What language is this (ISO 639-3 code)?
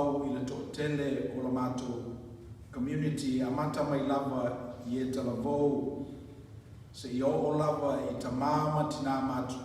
smo